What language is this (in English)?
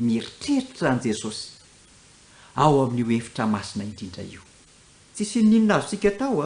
Malagasy